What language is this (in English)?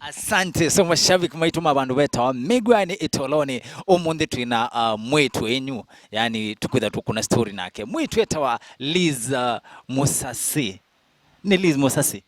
Kamba